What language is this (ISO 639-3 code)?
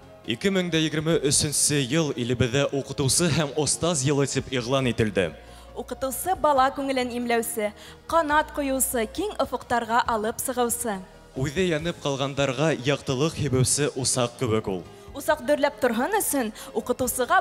bak